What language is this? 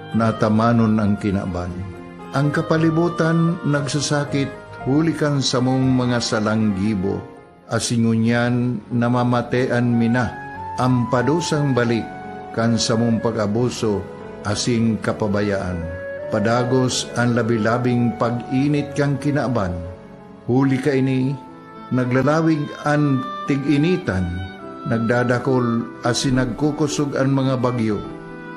Bikol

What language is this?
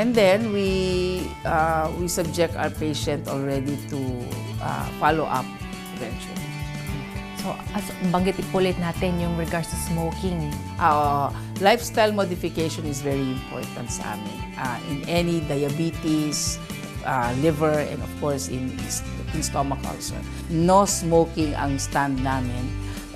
Filipino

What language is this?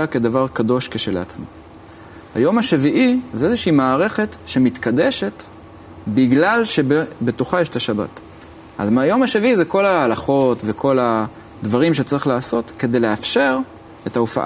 Hebrew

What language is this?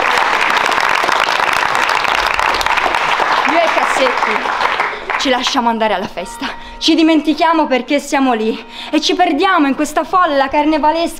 Italian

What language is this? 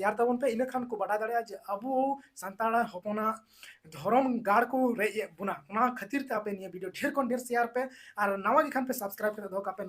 Santali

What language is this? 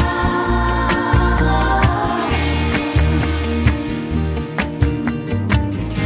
Catalan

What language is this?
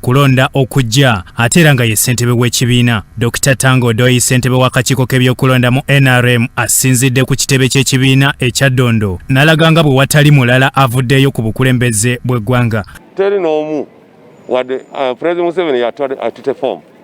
Ganda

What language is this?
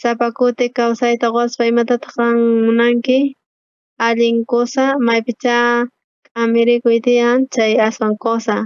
South Bolivian Quechua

